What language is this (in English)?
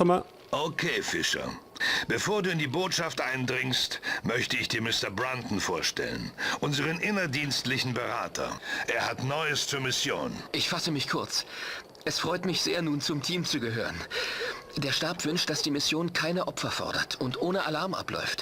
Bavarian